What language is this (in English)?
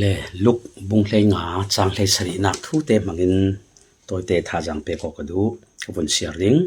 Falam Chin